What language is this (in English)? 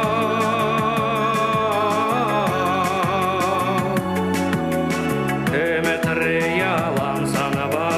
Chuvash